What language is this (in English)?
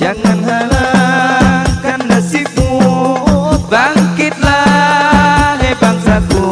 Banjar